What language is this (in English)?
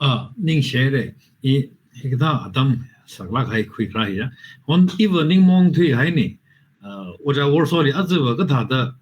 Tangkhul Naga (India)